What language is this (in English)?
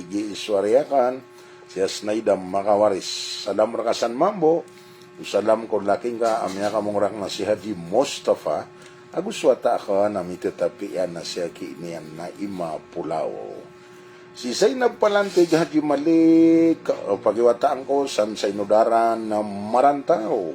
Maranao